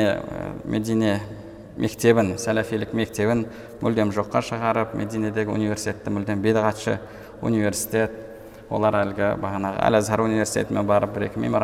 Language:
Kazakh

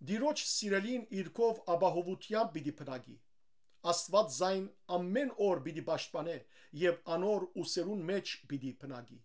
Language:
Western Armenian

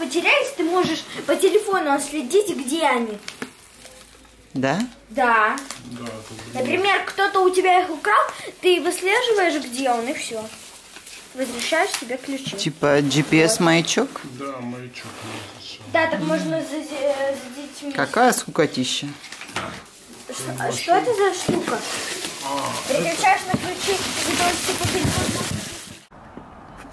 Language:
Russian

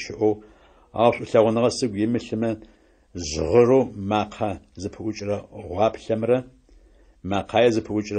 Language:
Adyghe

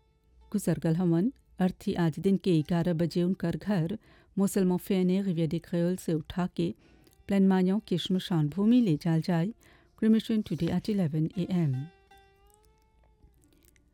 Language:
Bhojpuri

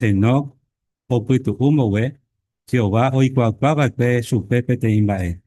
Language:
Guarani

